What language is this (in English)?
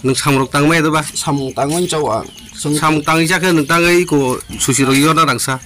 Riang (India)